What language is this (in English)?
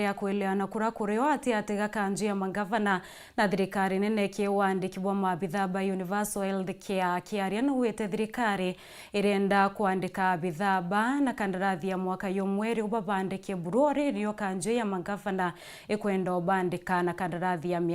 Meru